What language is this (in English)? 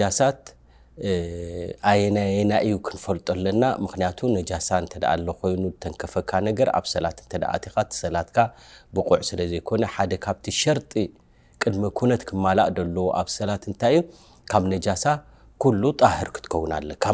Tigrinya